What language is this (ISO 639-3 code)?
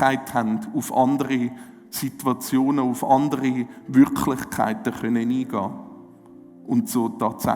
gsw